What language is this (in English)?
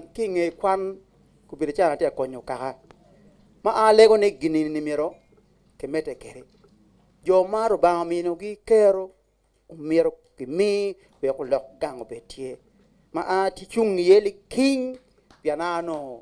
Acoli